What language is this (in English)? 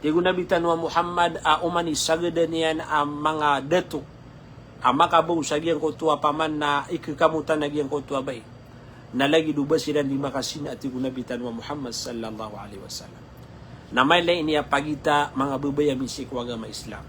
Maranao